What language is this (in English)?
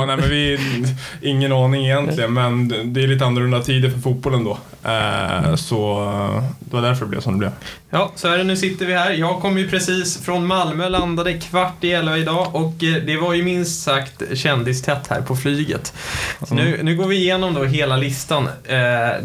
Swedish